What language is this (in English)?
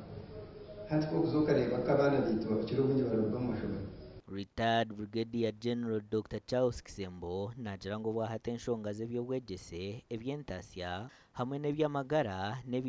Nyankole